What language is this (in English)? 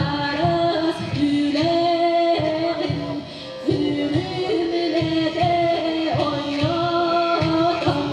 Yakut